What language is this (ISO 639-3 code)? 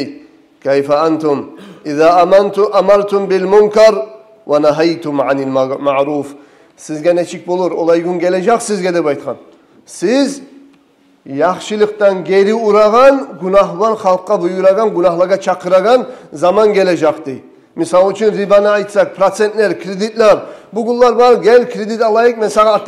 kum